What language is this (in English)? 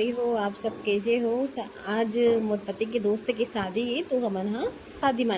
Chhattisgarhi